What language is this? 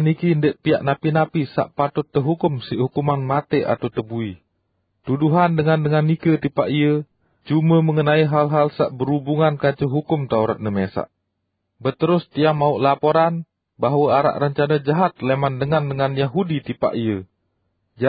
Sasak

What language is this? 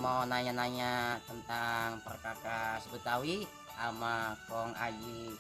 Betawi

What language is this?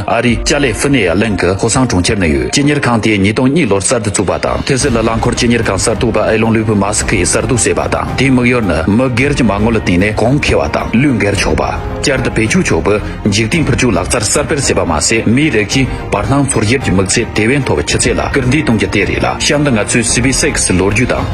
Tibetan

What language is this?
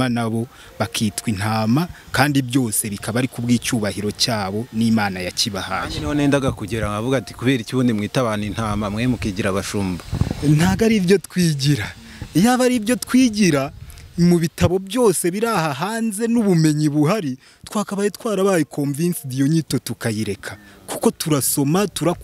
Kinyarwanda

